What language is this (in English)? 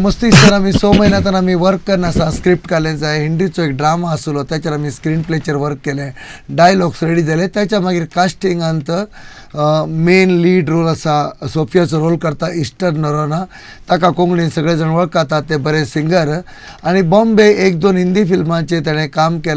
Konkani